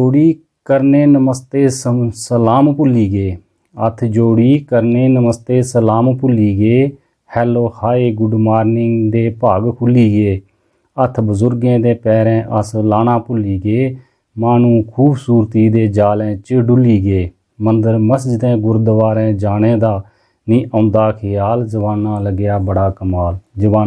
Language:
Dogri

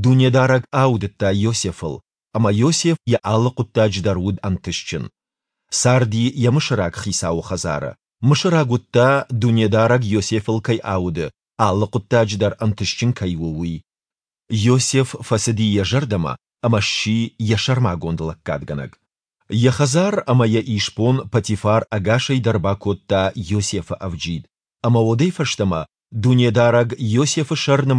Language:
Ossetic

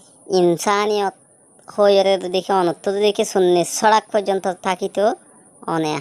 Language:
Rohingya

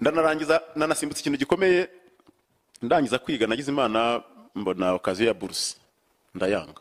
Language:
Kinyarwanda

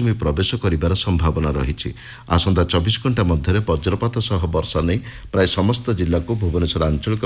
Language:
Odia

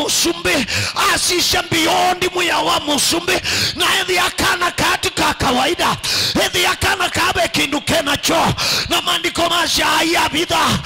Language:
Kamba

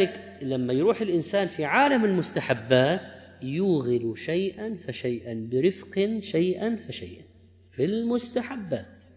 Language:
Arabic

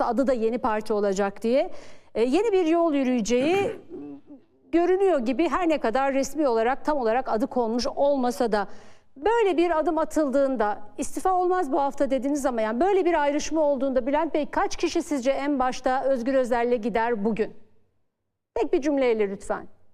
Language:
Turkish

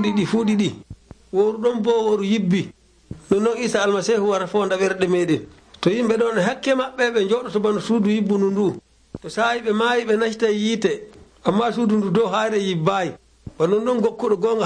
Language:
Nigerian Fulfulde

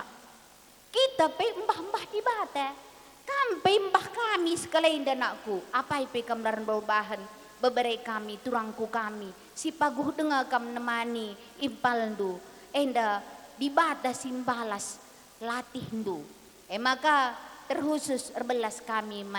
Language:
Batak Karo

